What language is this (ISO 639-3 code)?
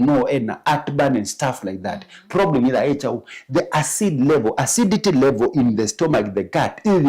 kam